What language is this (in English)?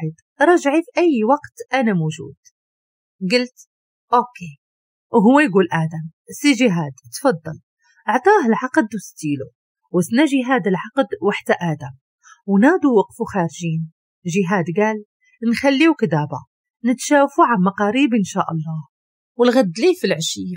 Moroccan Arabic